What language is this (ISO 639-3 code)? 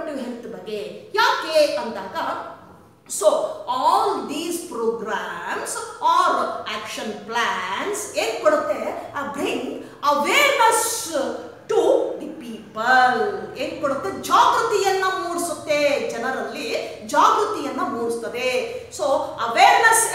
kan